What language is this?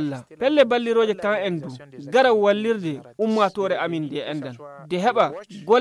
Fula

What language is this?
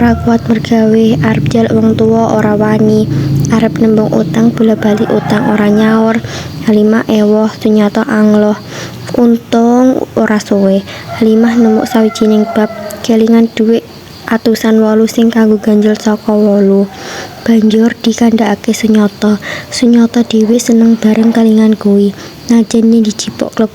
Javanese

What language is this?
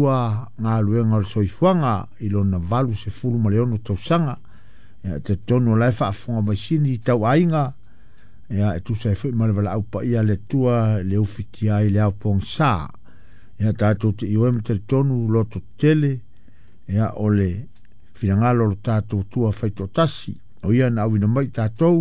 Samoan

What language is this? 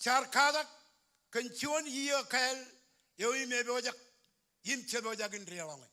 Marshallese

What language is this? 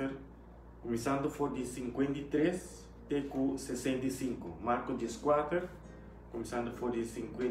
Papiamento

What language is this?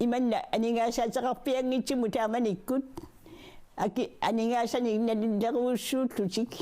Kalaallisut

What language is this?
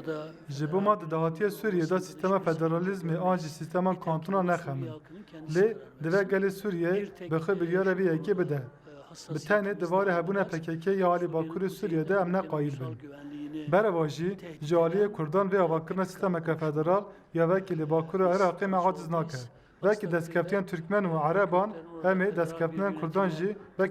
Kurdish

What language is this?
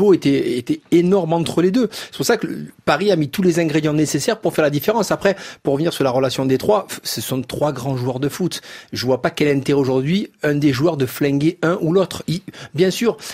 French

